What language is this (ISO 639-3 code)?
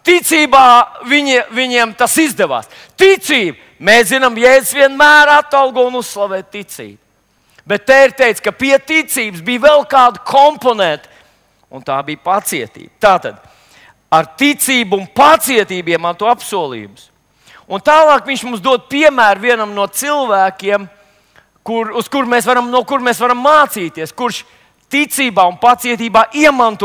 lav